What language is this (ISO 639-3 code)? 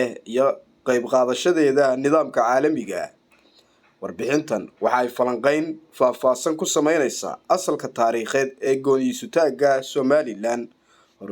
som